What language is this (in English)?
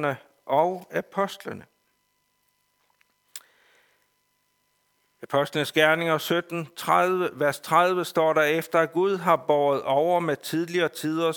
Danish